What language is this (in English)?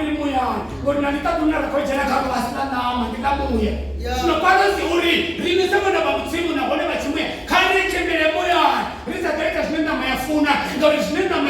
Venda